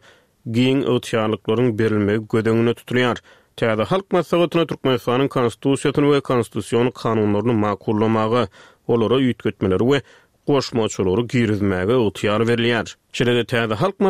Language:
Turkmen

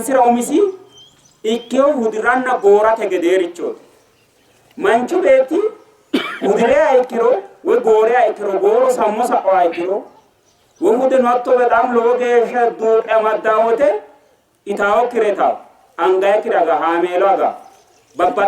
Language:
Sidamo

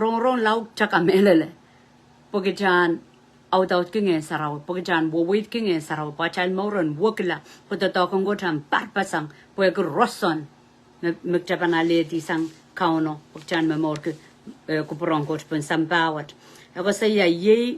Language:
Pohnpeian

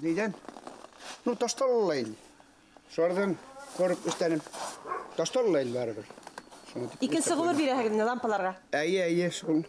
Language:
Bashkir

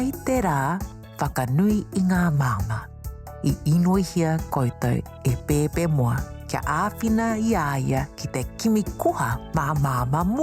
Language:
Māori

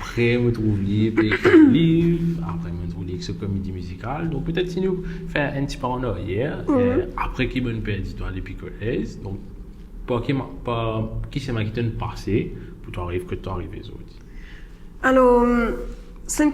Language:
Morisyen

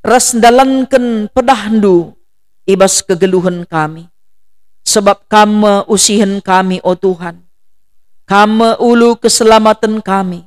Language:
Batak Karo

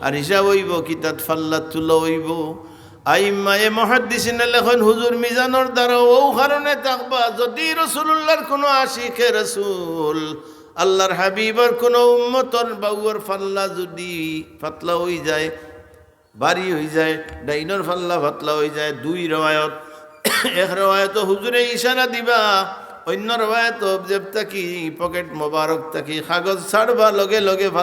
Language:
Sylheti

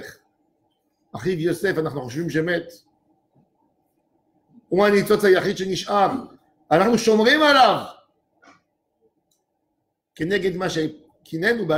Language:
Hebrew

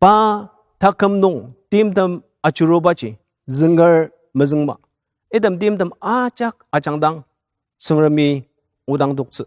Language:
Ao Naga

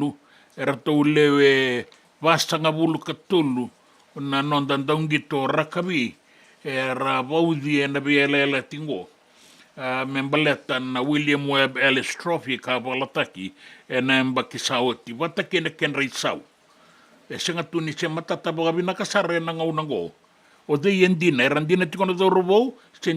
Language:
Fijian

